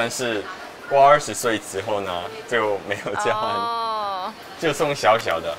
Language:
Chinese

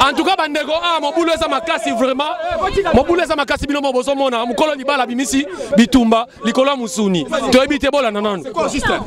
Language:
Lingala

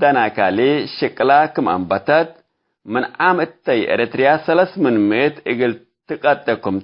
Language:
Tigre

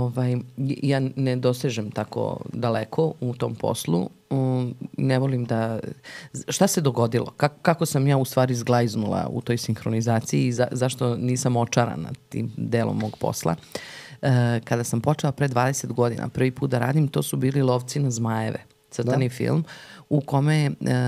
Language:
Serbian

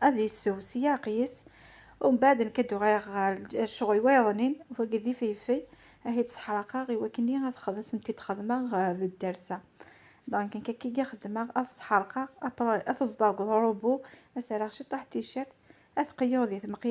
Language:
Kabyle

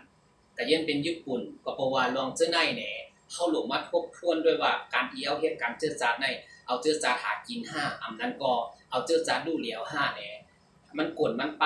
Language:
Shan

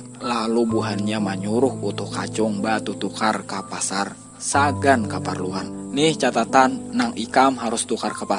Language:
Banjar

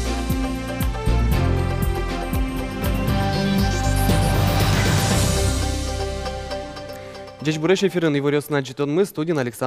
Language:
Udmurt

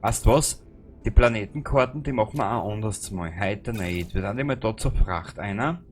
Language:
Bavarian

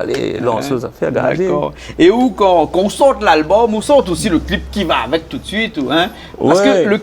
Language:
Réunion Creole French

